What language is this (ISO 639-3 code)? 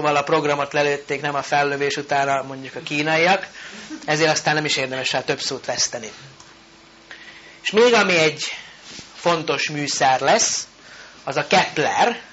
hun